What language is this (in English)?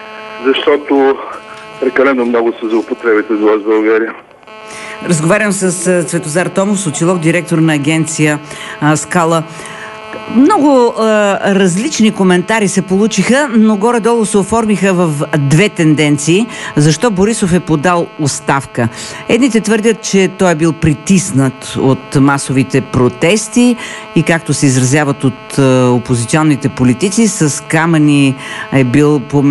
Bulgarian